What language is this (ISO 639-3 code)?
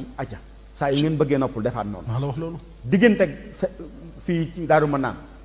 wol